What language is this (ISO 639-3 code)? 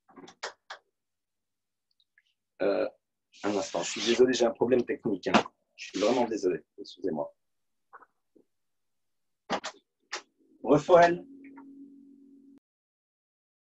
fra